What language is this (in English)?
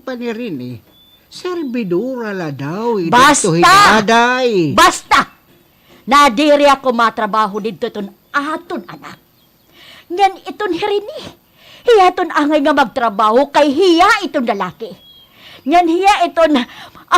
Waray